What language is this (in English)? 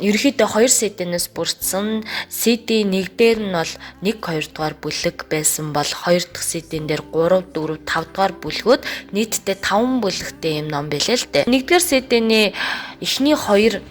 Mongolian